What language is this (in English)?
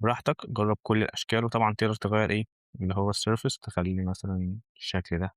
Egyptian Arabic